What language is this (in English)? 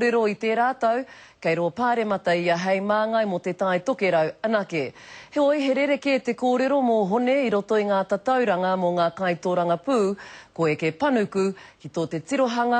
Māori